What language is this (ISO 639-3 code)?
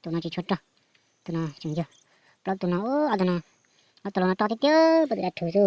hmn